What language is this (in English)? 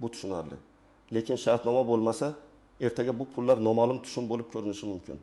Uzbek